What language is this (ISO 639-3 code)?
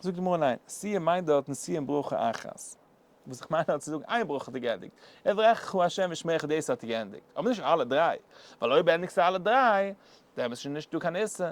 yid